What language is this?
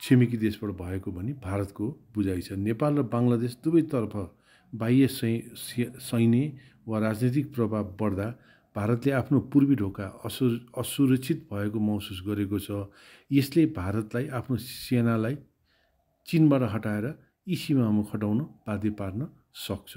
Nepali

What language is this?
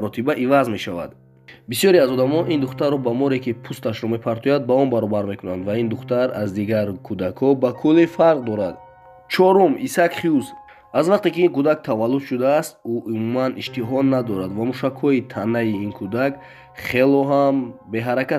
Tajik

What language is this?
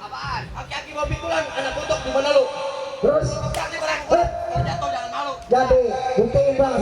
Betawi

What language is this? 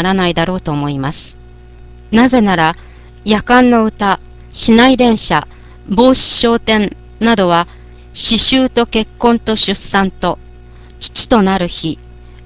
Japanese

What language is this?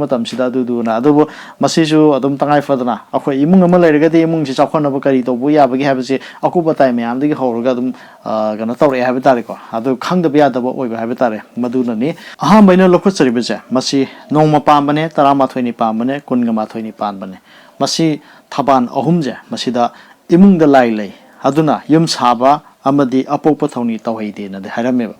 Manipuri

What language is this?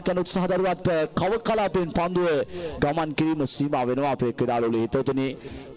Sinhala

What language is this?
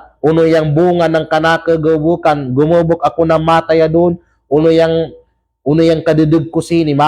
Kalagan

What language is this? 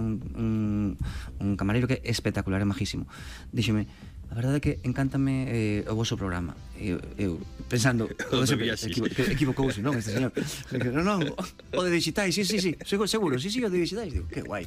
Galician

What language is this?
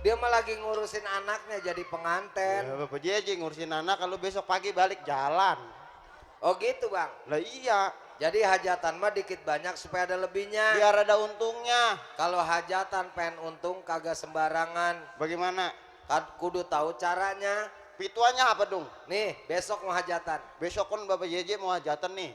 Betawi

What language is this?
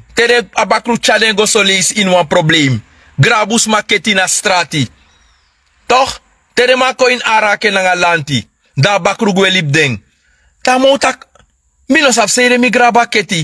Sranan Tongo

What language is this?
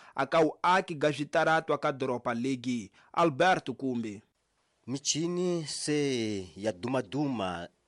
Tsonga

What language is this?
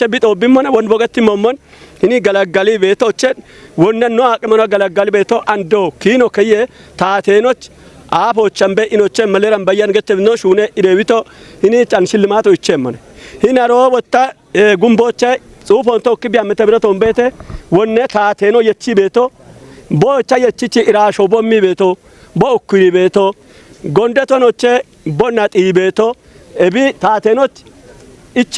Kafa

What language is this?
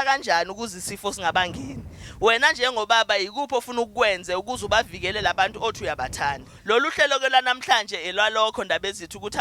Zulu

